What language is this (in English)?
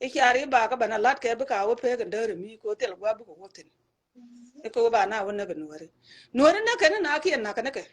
Nuer